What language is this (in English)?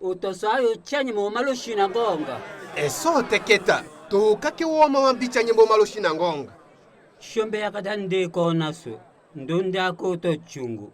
Tetela